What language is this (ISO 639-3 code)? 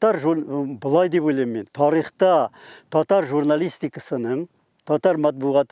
tat